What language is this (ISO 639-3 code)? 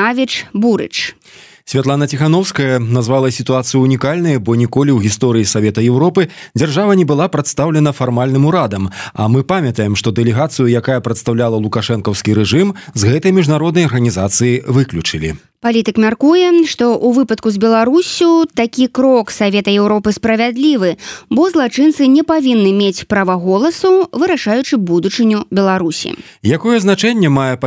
bel